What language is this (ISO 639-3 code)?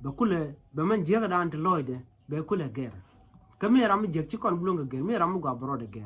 nus